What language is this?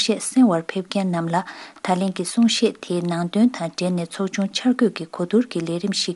Tibetan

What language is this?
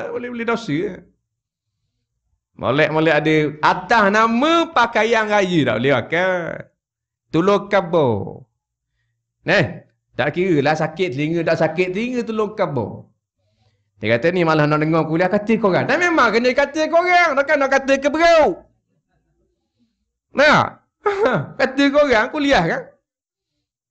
Malay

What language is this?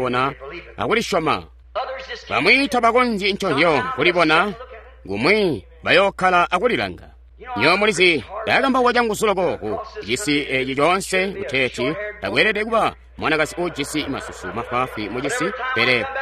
Tonga (Zambia)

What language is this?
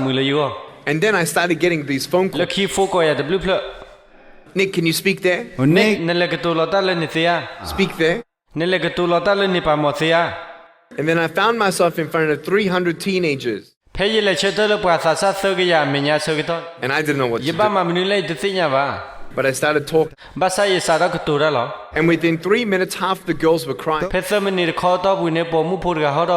S'gaw Karen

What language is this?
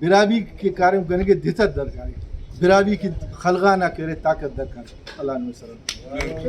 Brahui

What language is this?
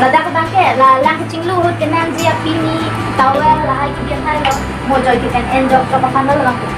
Karbi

